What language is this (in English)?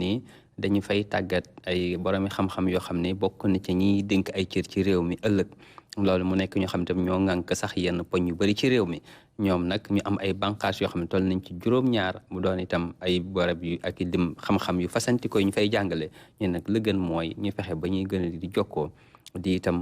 Wolof